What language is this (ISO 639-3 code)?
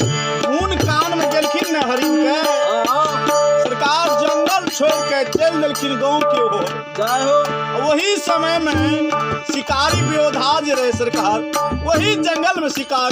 mai